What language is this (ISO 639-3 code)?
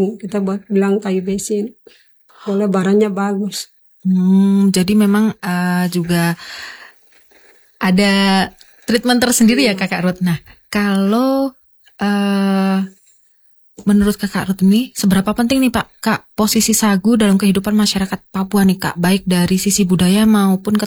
ind